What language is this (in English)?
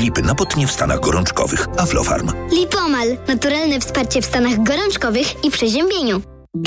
Polish